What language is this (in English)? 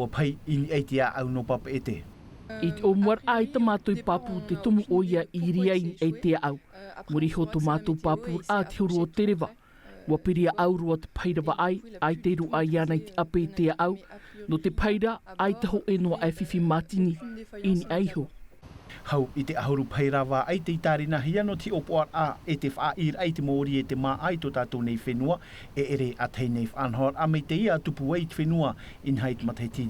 Tahitian